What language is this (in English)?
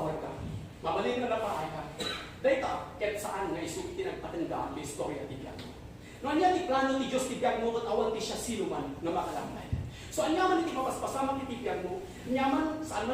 Iloko